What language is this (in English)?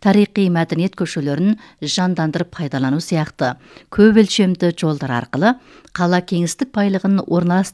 Kazakh